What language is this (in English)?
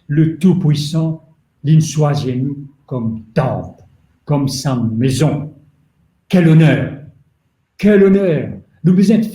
Morisyen